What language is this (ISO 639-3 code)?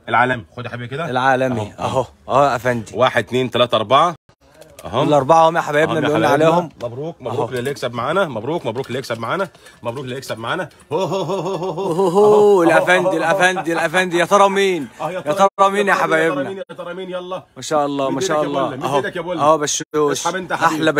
arz